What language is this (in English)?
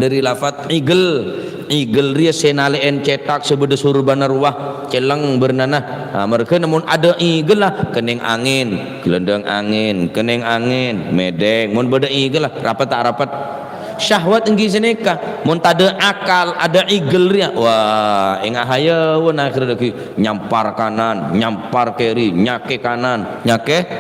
Madurese